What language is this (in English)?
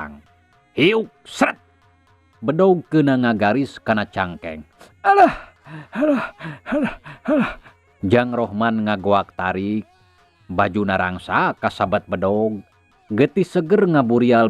Sundanese